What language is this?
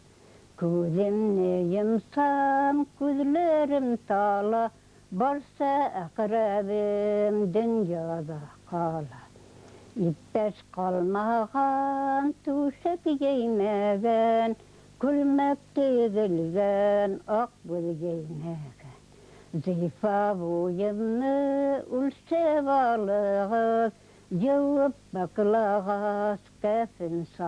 Bashkir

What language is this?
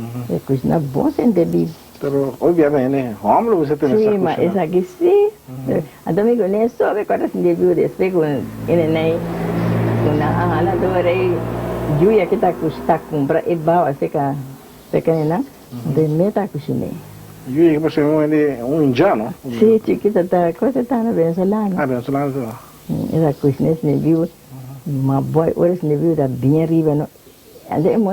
Papiamento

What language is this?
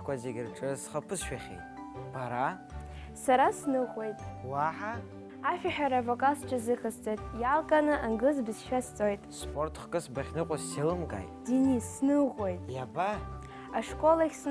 Abkhazian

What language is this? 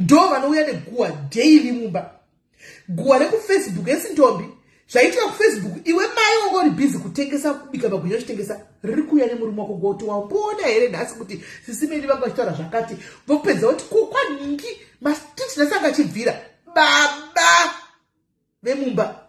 Shona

